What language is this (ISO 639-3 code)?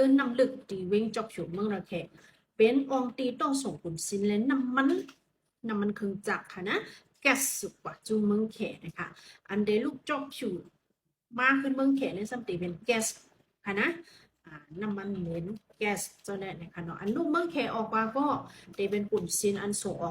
shn